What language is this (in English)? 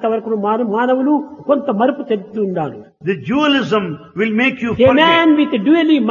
Telugu